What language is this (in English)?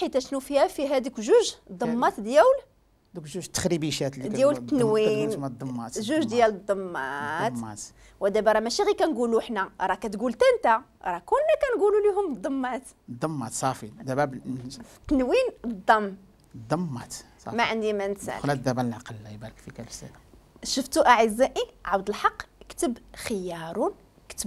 Moroccan Arabic